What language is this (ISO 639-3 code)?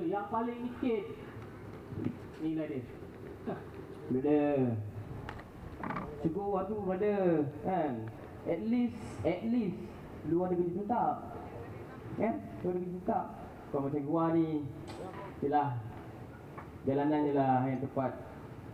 msa